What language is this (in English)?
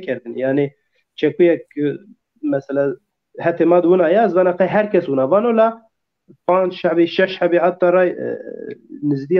Zaza